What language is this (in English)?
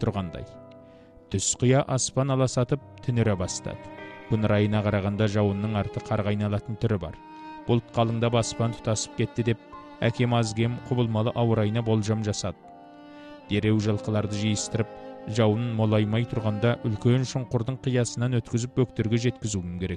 Kazakh